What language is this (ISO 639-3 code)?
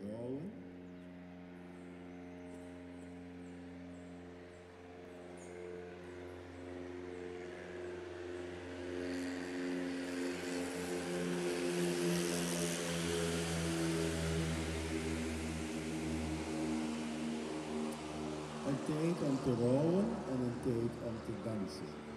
nld